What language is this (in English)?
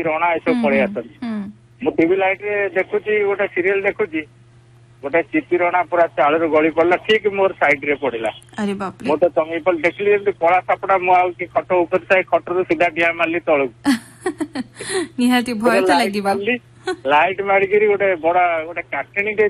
Odia